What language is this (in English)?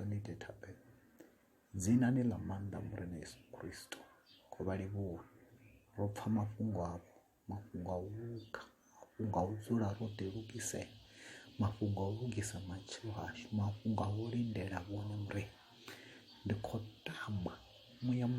Venda